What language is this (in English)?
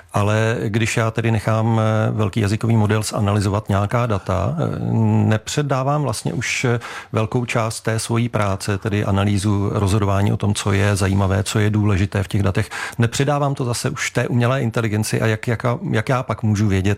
Czech